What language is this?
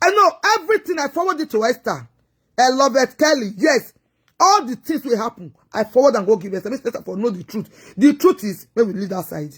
Nigerian Pidgin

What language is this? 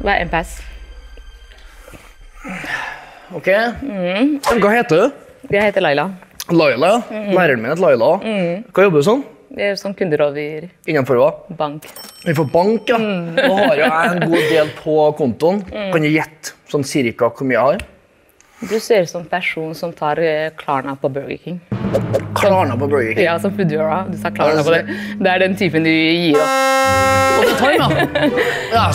Norwegian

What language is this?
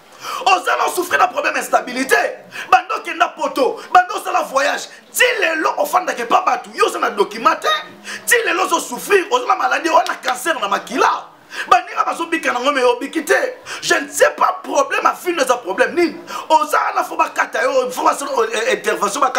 Lingala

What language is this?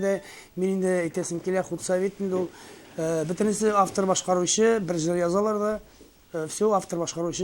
Tatar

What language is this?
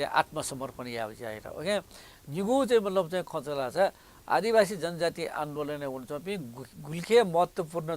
Newari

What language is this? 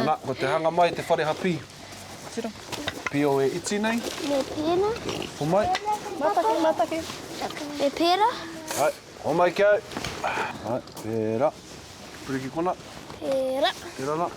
Māori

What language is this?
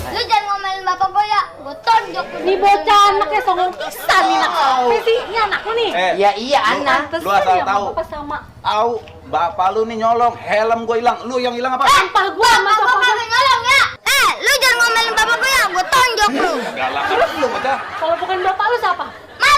Betawi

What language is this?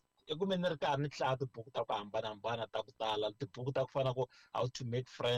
Tsonga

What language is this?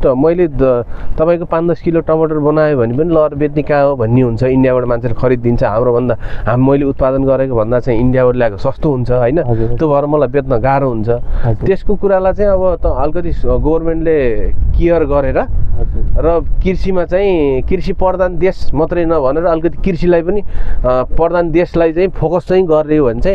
Nepali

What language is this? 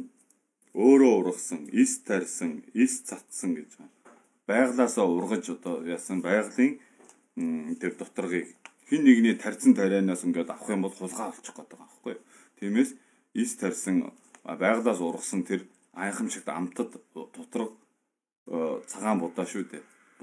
Mongolian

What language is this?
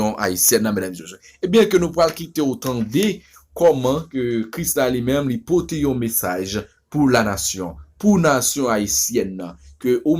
Haitian Creole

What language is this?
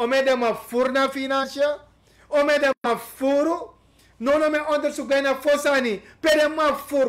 Sranan Tongo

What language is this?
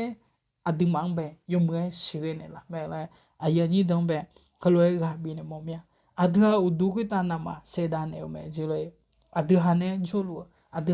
Akha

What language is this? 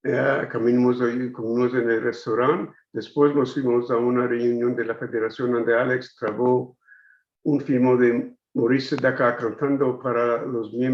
Ladino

